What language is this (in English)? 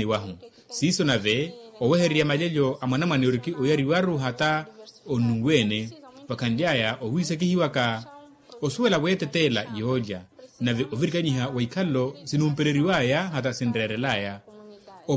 Makhuwa